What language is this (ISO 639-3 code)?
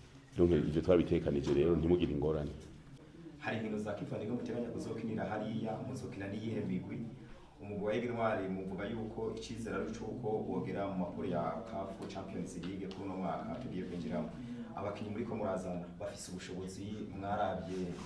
run